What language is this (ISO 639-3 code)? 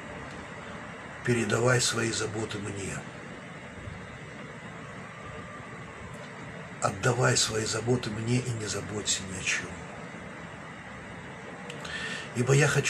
rus